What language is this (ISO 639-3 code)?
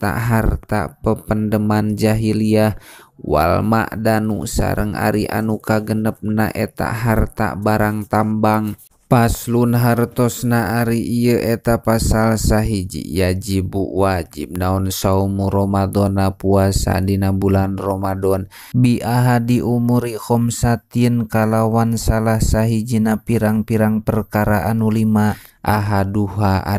sun